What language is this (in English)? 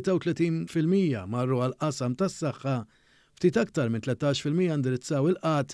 Maltese